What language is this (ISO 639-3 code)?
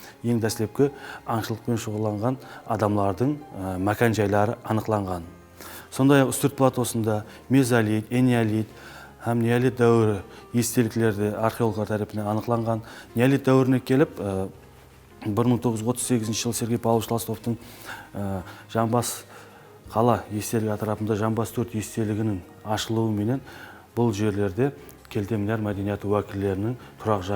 kaa